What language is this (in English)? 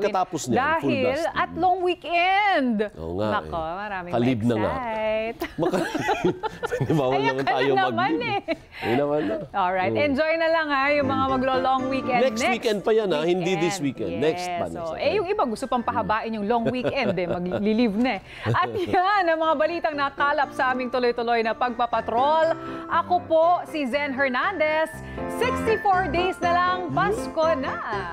Filipino